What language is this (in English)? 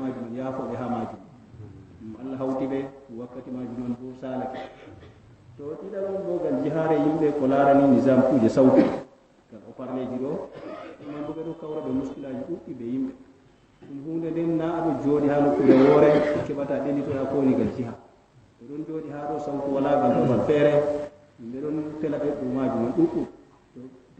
Fula